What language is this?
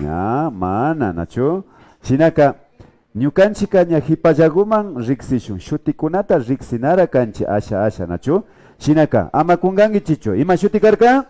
Imbabura Highland Quichua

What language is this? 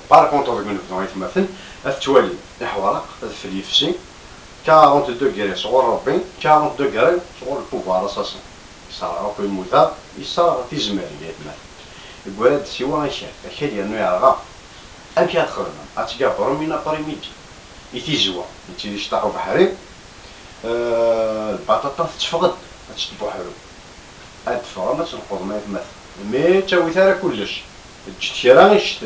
Kabyle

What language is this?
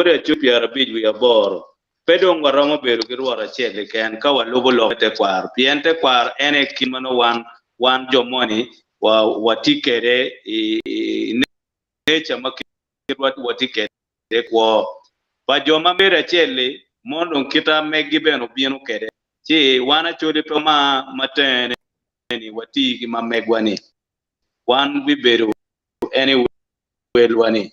Acoli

